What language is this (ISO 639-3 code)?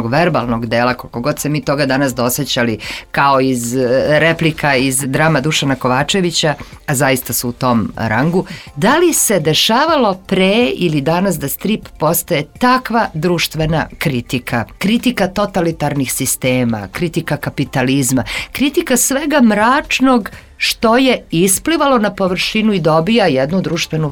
srp